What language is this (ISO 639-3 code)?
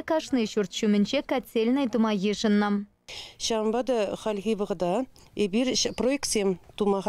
chv